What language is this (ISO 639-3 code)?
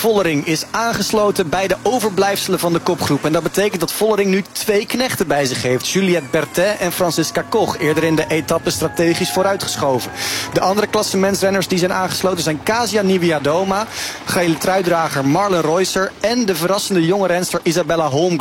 nld